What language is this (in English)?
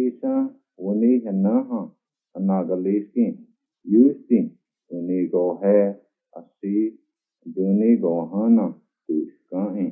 Cherokee